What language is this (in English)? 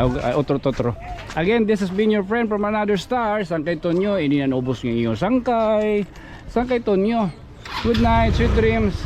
Waray